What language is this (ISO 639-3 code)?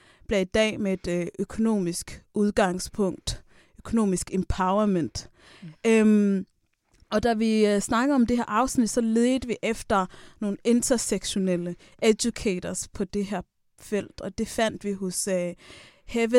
dan